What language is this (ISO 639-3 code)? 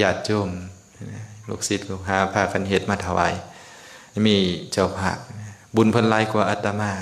lao